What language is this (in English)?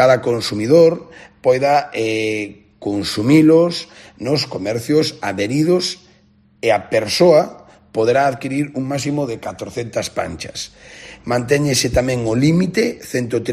Galician